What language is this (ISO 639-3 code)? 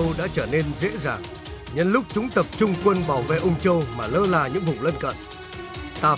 vie